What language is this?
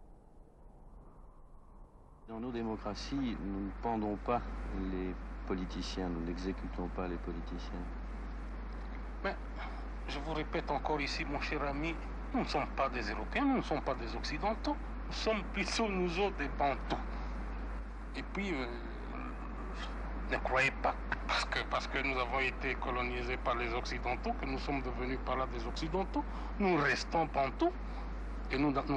French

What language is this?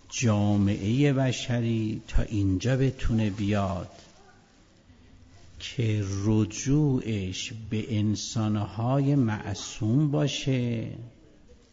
Persian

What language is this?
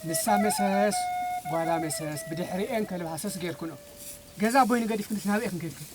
Tigrinya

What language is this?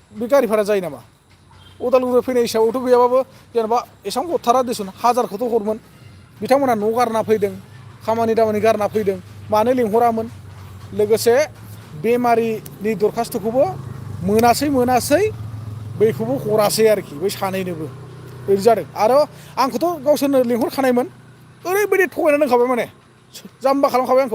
Bodo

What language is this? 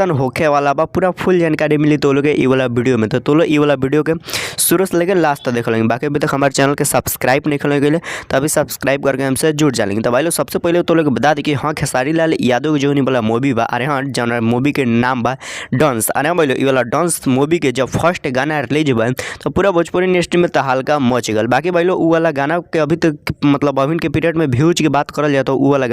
Bhojpuri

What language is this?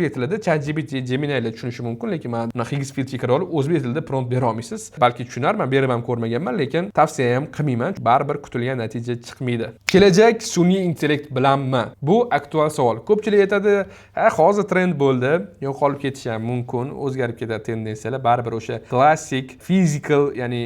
Uzbek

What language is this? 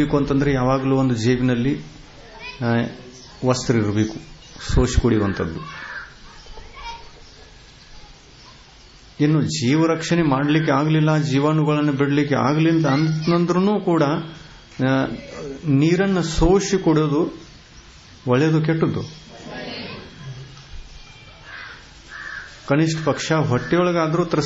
Kannada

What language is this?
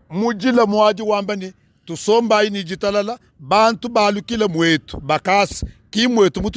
Luba-Lulua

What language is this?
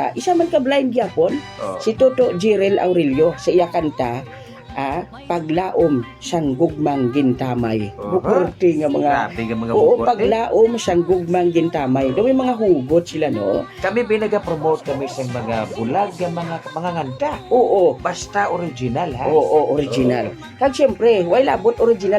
Hiligaynon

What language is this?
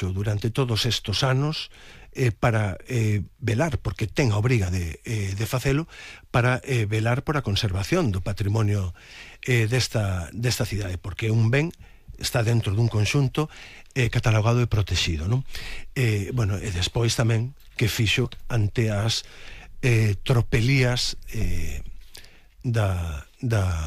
Galician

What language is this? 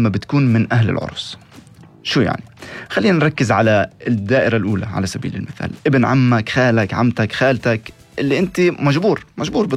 North Levantine Arabic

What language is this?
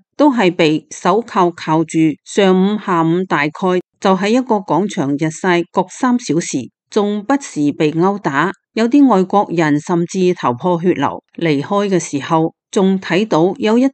Cantonese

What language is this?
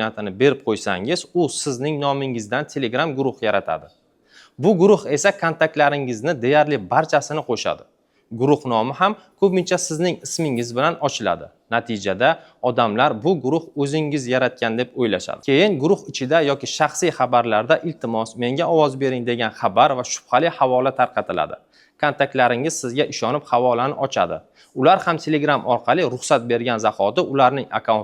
Uzbek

